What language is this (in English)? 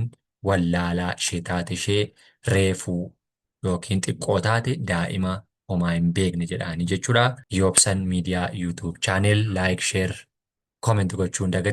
Oromo